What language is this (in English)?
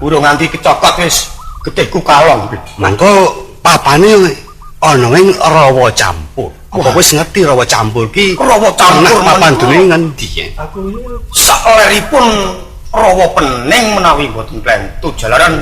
Javanese